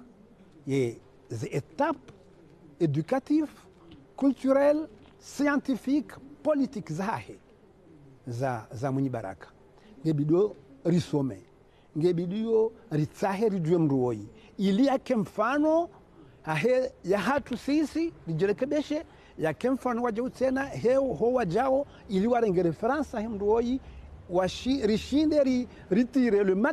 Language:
Ngazidja Comorian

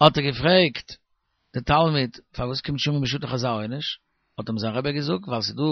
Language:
Yiddish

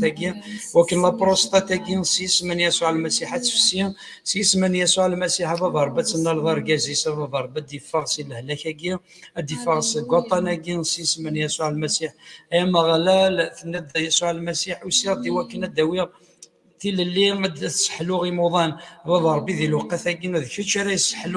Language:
Kabyle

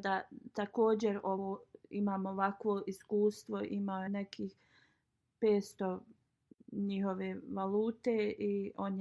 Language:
Bosnian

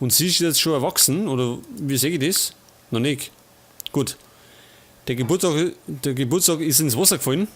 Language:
Bavarian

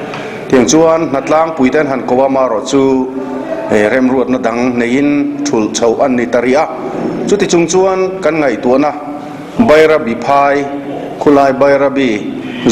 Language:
Mizo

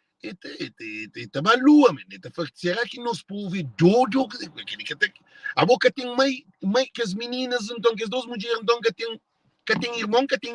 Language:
Kabuverdianu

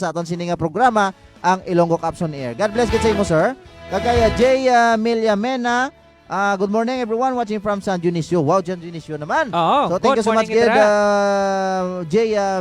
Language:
Hiligaynon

